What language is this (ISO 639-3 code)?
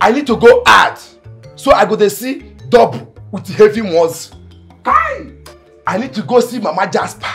pcm